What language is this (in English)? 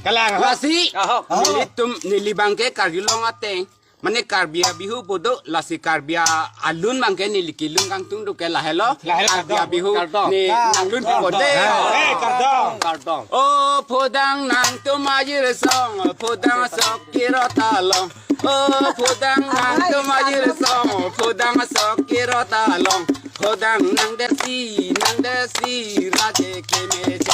Karbi